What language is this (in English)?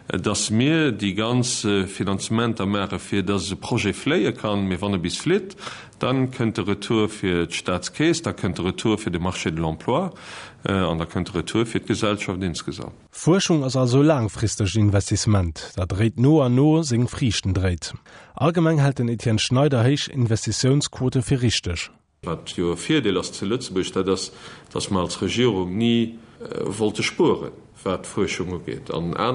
Luxembourgish